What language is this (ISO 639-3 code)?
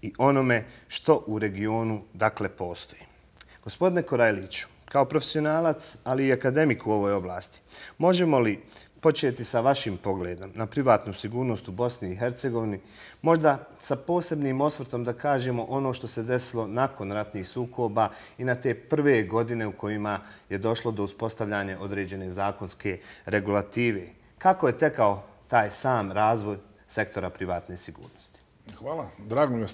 bos